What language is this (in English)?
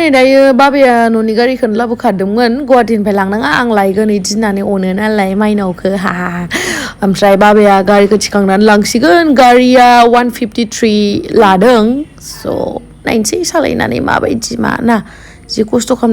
Bodo